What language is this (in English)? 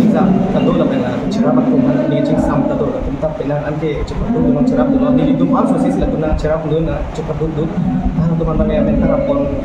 Karbi